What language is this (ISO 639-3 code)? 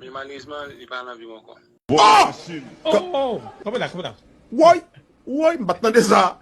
hat